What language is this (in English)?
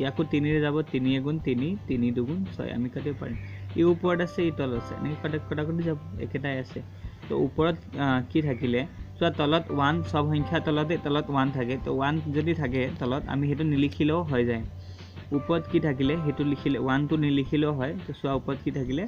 Assamese